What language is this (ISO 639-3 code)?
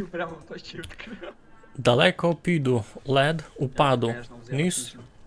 rue